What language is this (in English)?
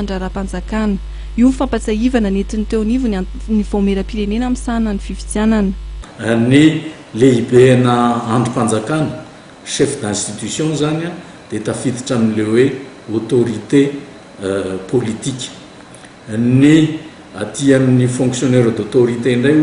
Malagasy